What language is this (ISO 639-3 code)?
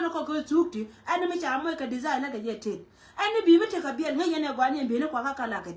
nus